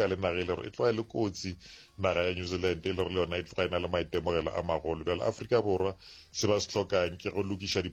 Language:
Northern Sotho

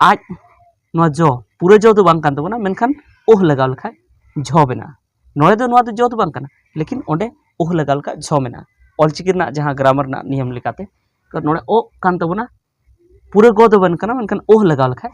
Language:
Santali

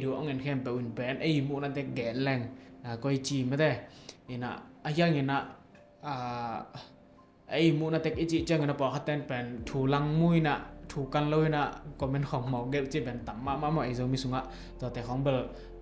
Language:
Tedim Chin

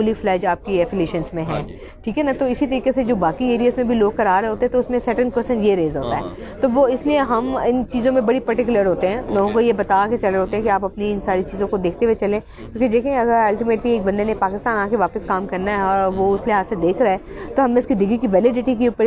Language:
Hindi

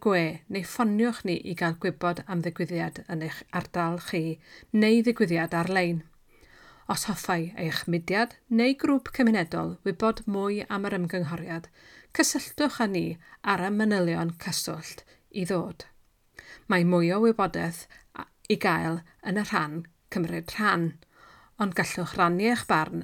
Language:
Welsh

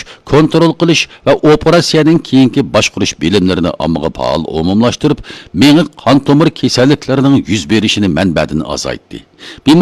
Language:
Uyghur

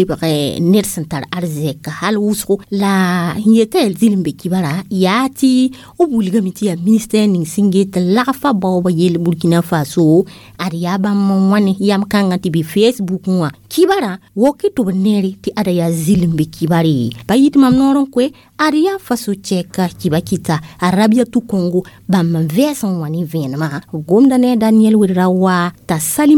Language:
Mossi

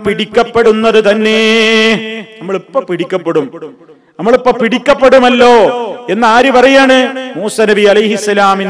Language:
Malayalam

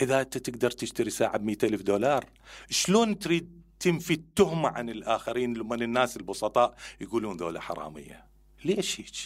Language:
Mesopotamian Arabic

